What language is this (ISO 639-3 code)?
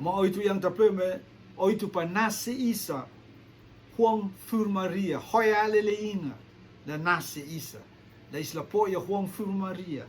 rtm